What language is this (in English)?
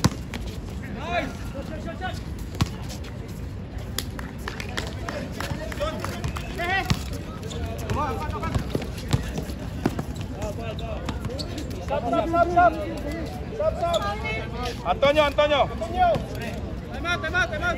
Filipino